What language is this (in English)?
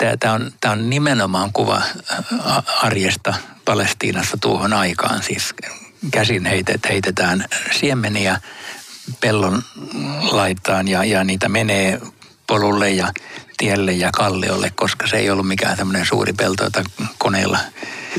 Finnish